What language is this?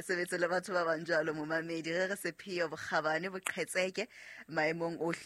Southern Sotho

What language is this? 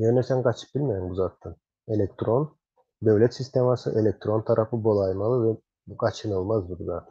Turkmen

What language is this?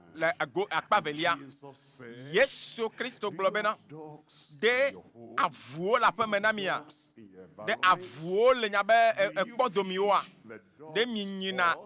Ewe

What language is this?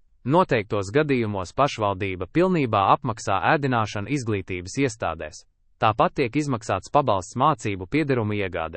Latvian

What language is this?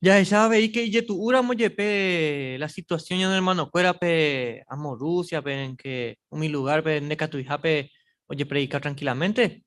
Guarani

